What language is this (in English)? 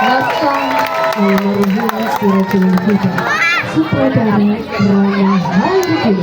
Banjar